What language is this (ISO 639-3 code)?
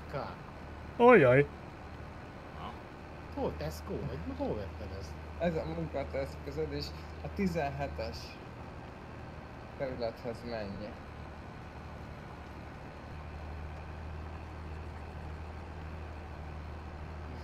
hun